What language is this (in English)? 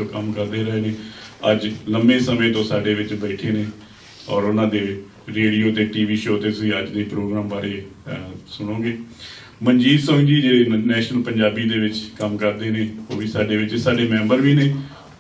Punjabi